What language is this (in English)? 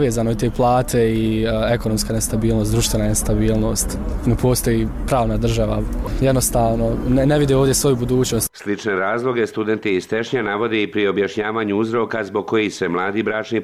Bosnian